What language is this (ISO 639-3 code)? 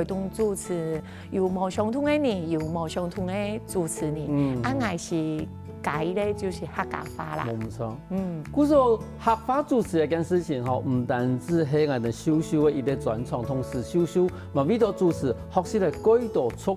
hak